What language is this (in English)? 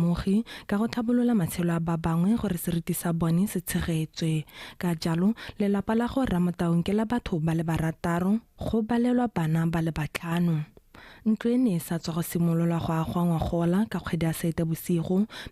Tswana